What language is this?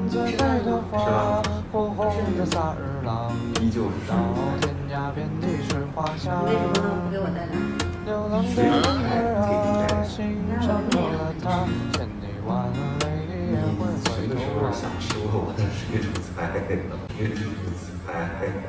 Chinese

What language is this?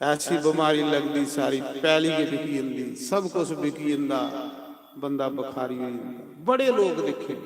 Dogri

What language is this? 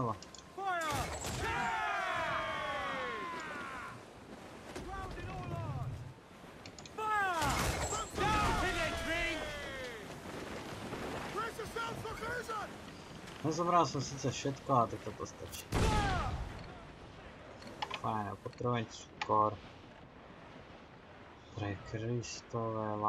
Slovak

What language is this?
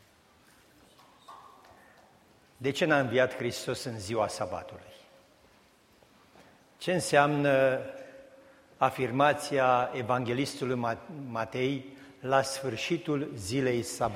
Romanian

